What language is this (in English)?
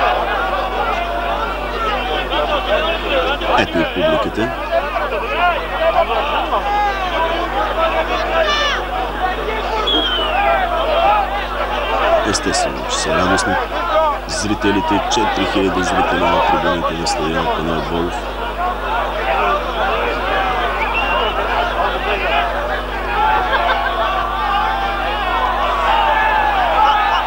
Bulgarian